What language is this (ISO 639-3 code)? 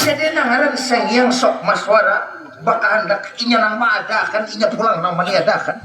bjn